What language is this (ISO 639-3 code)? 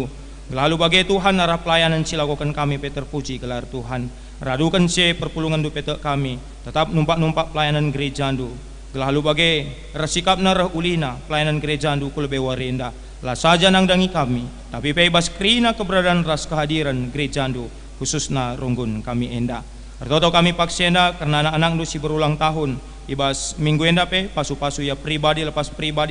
btx